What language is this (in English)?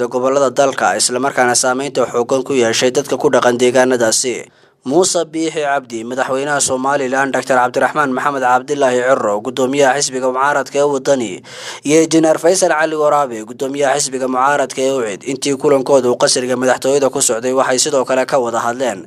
Somali